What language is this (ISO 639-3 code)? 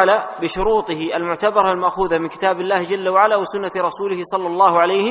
ara